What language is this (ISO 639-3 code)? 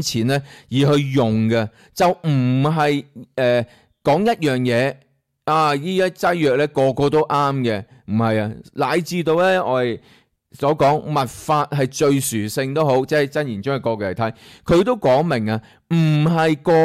yue